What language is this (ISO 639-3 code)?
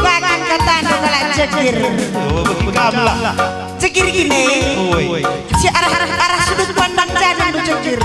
btx